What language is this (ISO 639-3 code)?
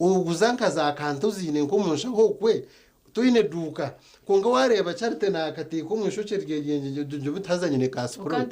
nyn